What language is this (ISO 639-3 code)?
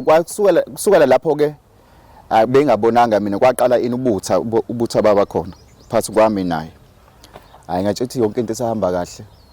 zul